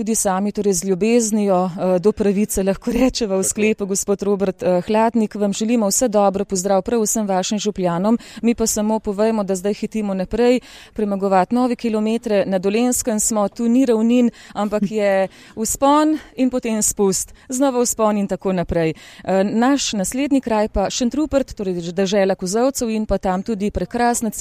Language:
Slovenian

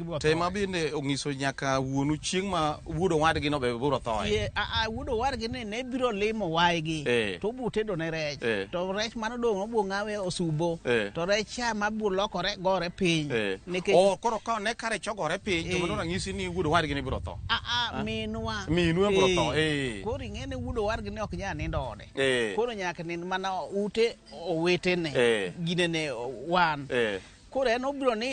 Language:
Luo (Kenya and Tanzania)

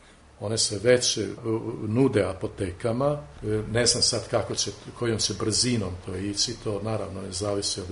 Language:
Serbian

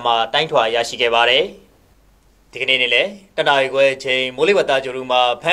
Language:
Burmese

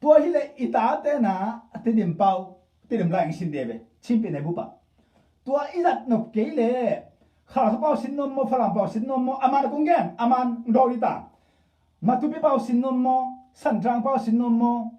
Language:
Tedim Chin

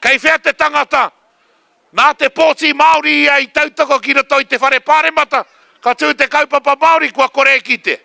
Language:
Māori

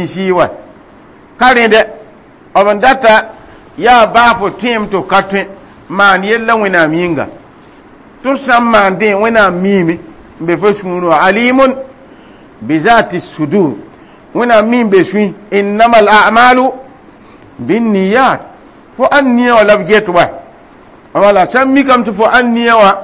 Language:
Mossi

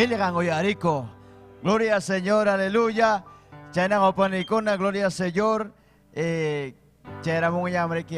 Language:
Ayacucho Quechua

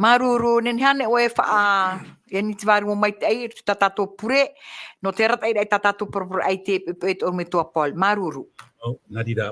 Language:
Tahitian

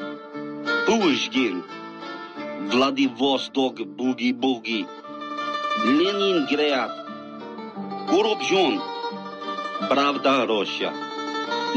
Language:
Danish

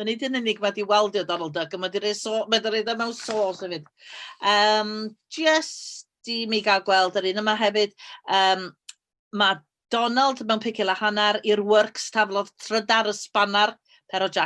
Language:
Welsh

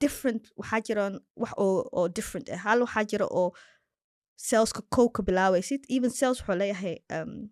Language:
Somali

